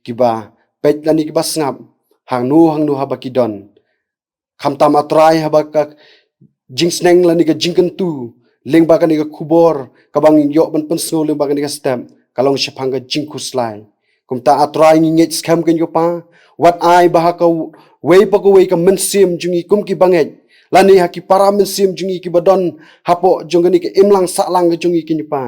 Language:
Khasi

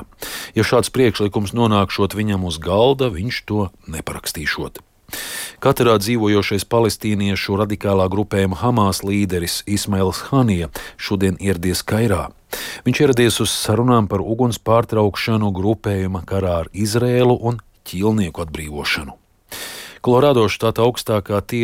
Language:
Latvian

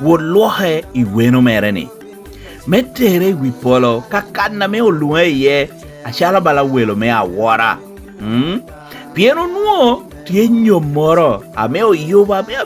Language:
Lango (Uganda)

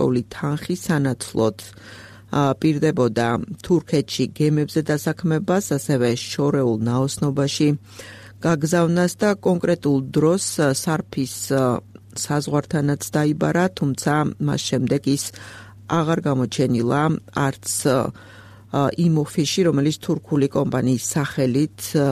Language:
Georgian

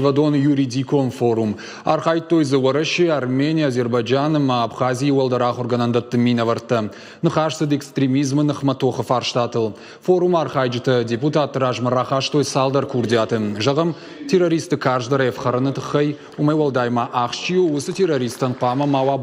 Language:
Ossetic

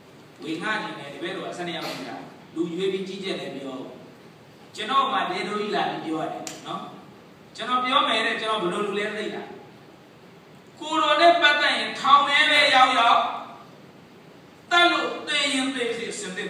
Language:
Burmese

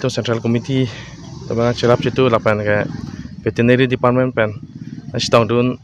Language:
Karbi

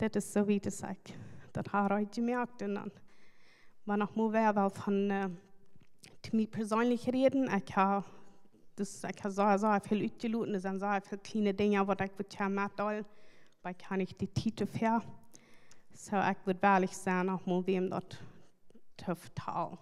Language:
Plautdietsch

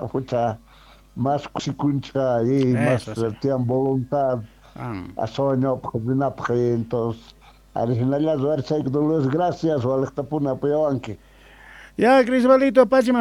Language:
Quechua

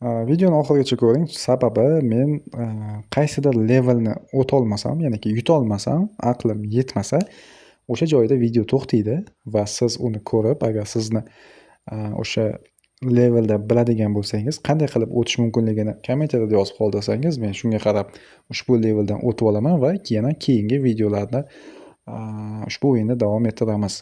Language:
Uzbek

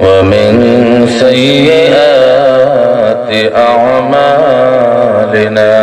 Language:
Sylheti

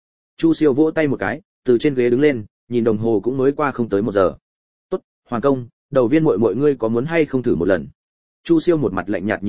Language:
Vietnamese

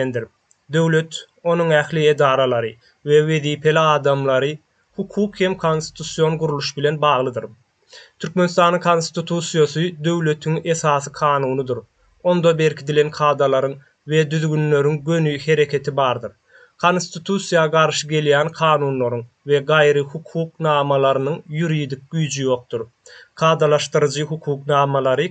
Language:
Turkmen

